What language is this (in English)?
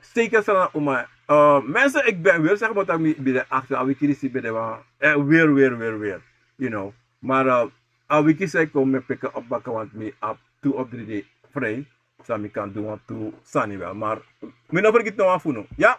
Sranan Tongo